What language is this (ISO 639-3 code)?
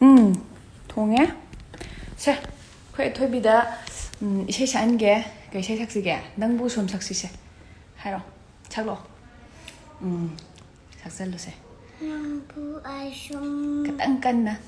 mni